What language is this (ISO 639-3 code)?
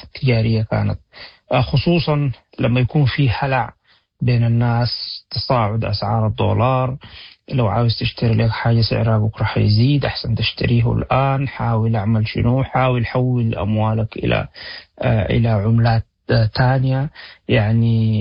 apd